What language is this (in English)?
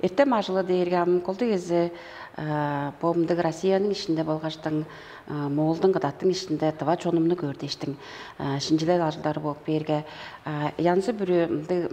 Tuvinian